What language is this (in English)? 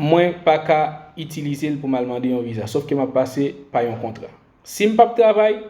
Haitian Creole